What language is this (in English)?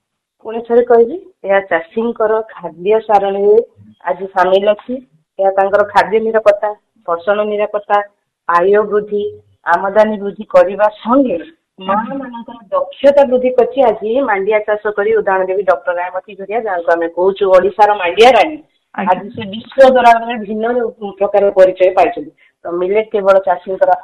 Odia